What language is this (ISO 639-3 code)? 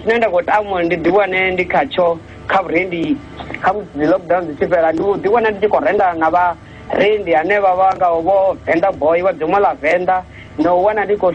ven